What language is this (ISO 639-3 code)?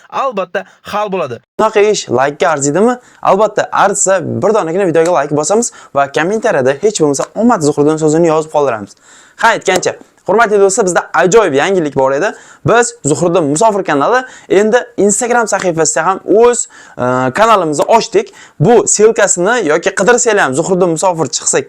uzb